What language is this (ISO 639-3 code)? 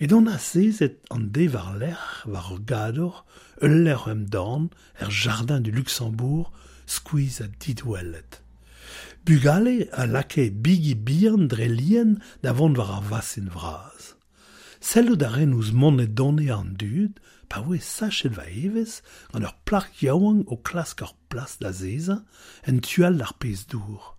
bre